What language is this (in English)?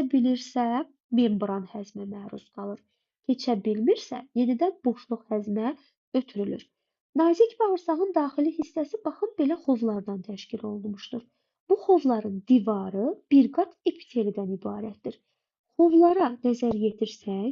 Azerbaijani